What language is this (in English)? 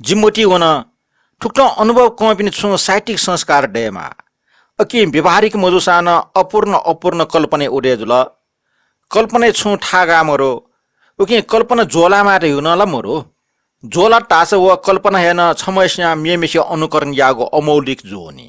Newari